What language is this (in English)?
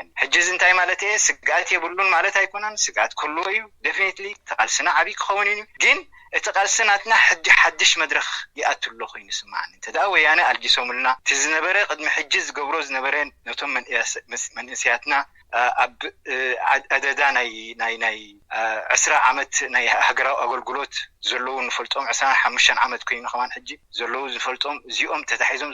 Tigrinya